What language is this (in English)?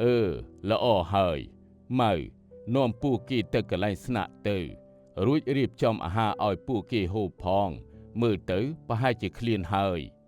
Khmer